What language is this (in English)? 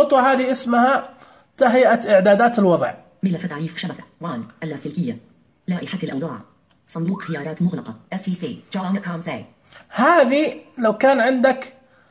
Najdi Arabic